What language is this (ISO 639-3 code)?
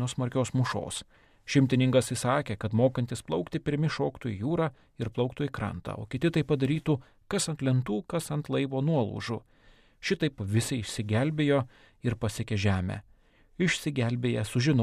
lit